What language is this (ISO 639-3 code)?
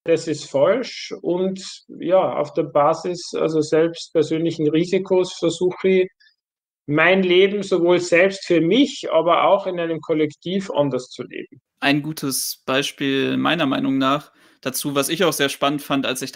deu